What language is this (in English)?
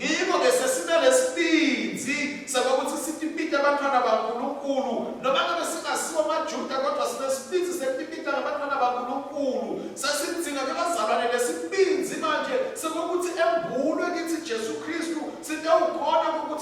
Swati